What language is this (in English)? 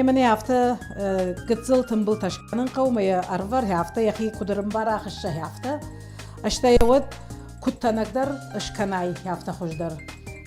Ossetic